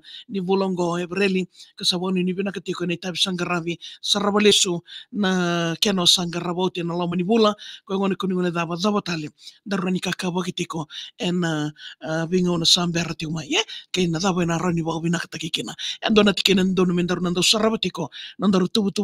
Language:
Fijian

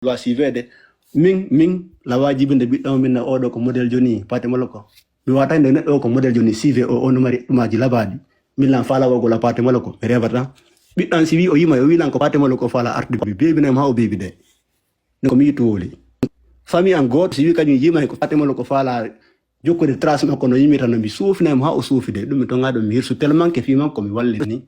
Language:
Fula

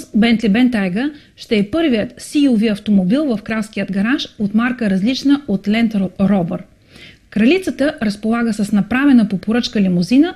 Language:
Bulgarian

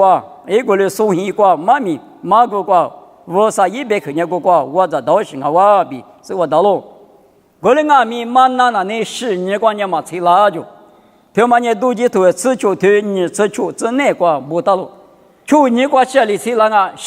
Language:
Lisu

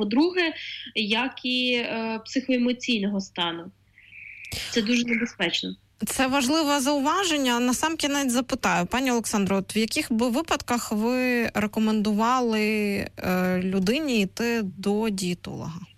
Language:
Ukrainian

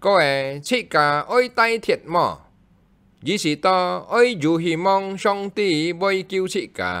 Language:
Hakka Chinese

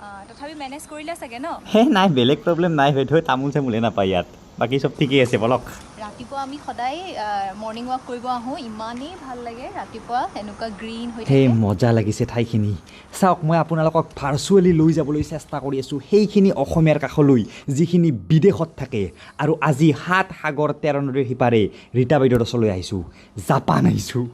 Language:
Assamese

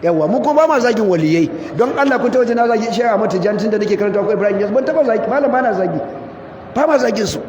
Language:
Hausa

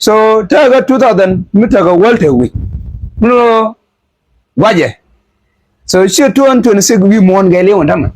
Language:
Nuer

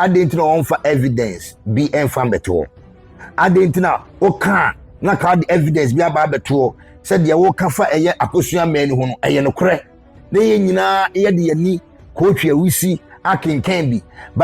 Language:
Akan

